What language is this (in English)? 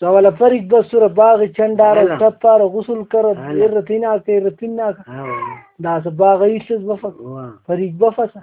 Brahui